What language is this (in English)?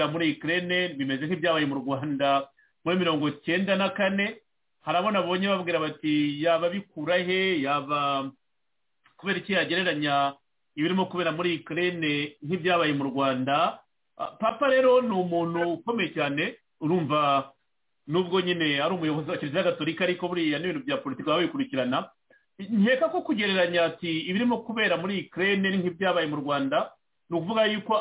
Kinyarwanda